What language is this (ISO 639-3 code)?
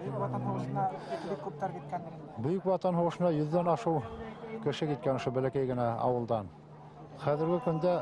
bak